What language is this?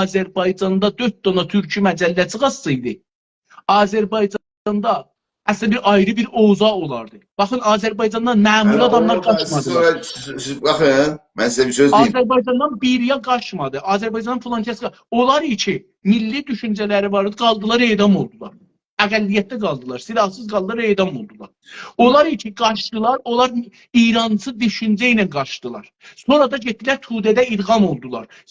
South Azerbaijani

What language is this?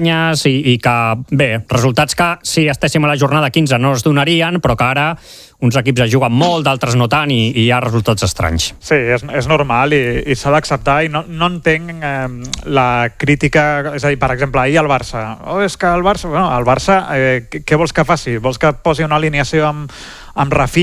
Catalan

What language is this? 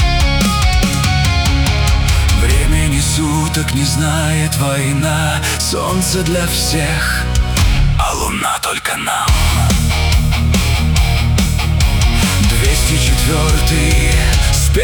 Russian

